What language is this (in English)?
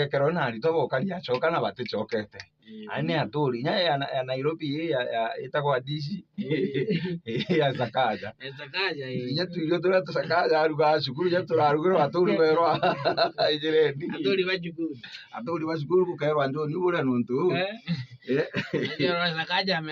Meru